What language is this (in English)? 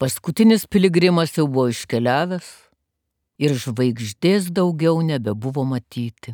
Lithuanian